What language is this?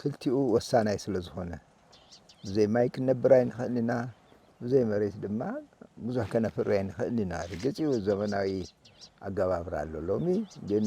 Tigrinya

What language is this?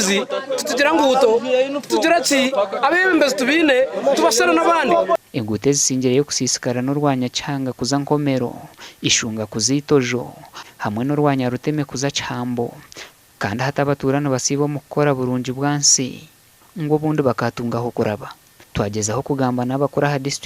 Nyankole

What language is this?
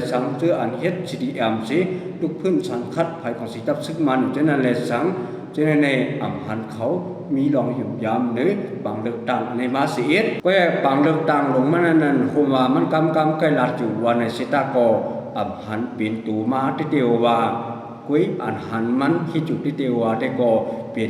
Shan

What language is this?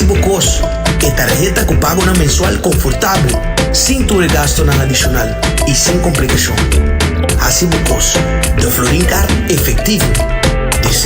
Papiamento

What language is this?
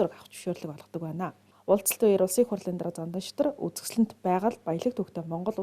Mongolian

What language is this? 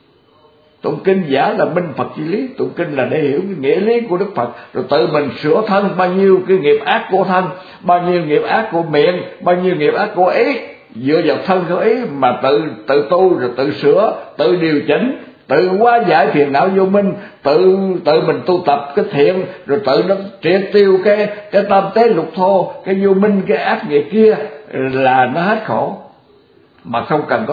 Vietnamese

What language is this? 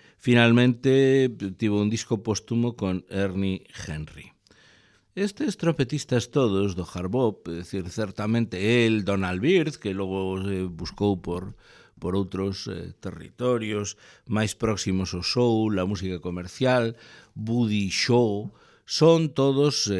Galician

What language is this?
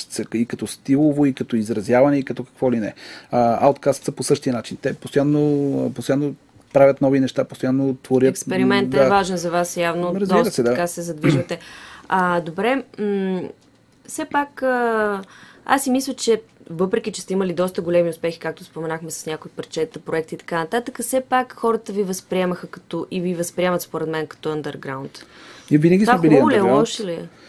Bulgarian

